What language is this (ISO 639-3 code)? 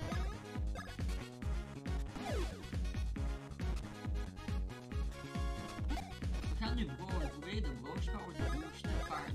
nld